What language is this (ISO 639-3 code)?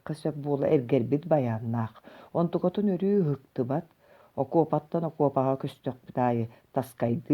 sah